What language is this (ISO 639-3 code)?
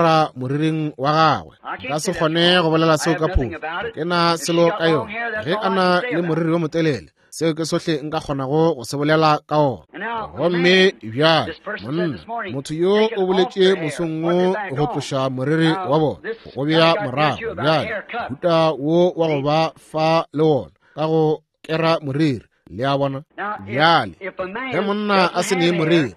nso